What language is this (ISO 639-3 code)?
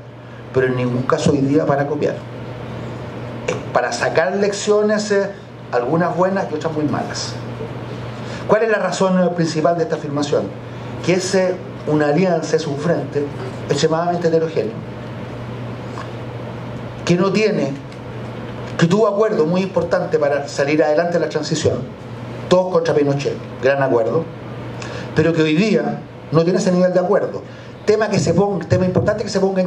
spa